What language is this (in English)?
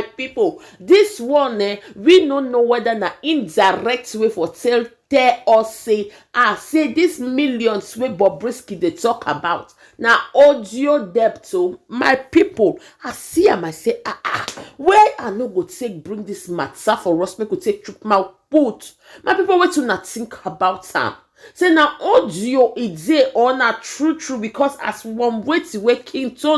Nigerian Pidgin